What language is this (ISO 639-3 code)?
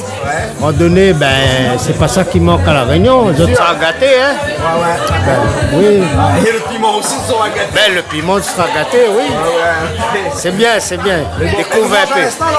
rcf